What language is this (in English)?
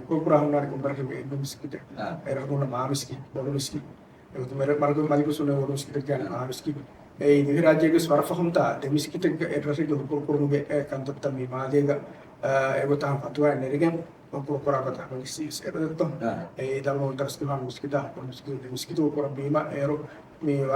Divehi